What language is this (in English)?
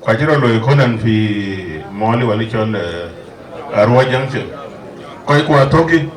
Dinka